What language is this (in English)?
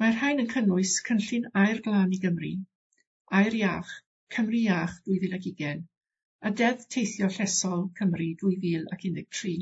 Welsh